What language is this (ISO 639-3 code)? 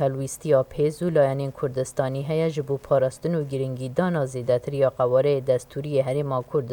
kur